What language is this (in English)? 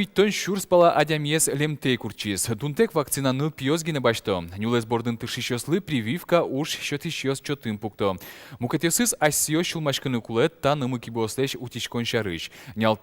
Udmurt